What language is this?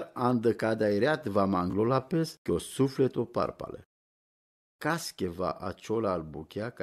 Romany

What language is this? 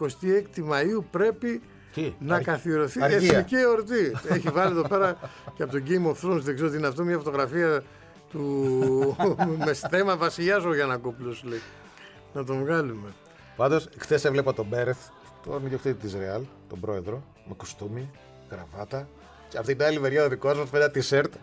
Greek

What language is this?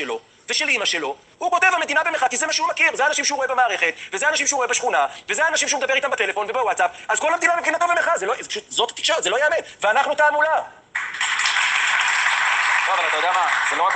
Hebrew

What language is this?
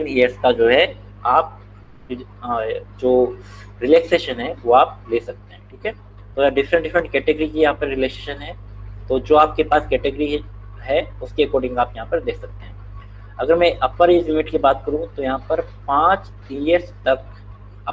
Hindi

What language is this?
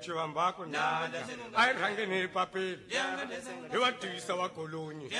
Tsonga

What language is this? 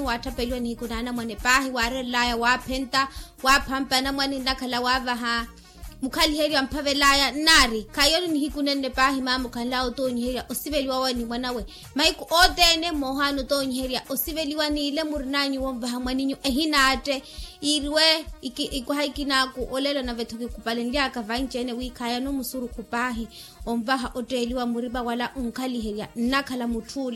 Makhuwa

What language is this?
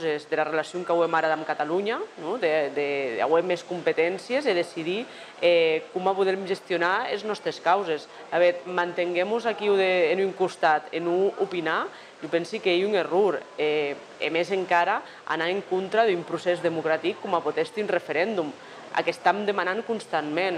Occitan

